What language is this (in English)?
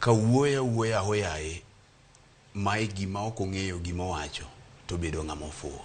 Luo (Kenya and Tanzania)